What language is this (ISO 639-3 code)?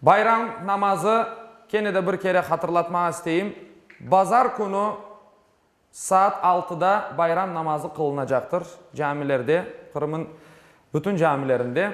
crh